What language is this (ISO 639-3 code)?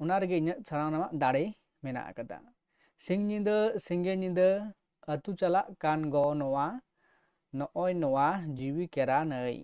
sat